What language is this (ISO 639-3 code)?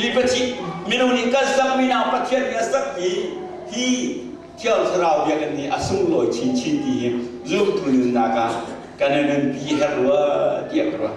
cnh